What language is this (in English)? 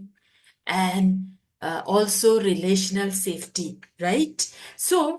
Khasi